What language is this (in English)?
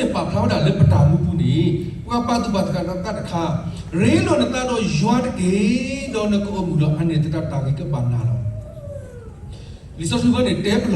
S'gaw Karen